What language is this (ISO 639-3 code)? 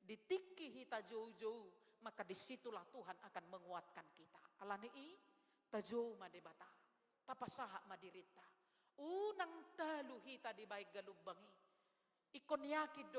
bbc